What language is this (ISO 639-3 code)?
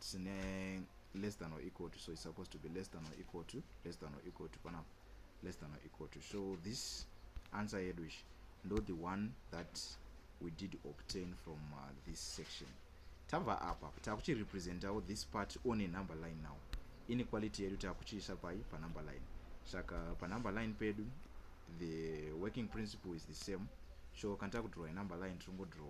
sna